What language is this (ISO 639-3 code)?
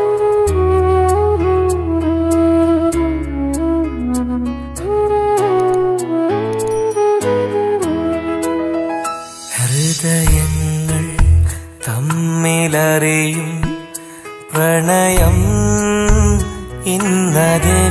mal